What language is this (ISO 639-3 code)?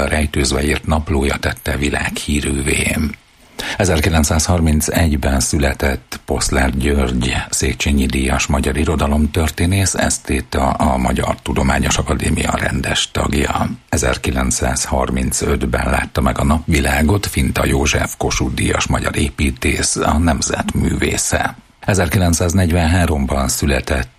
hun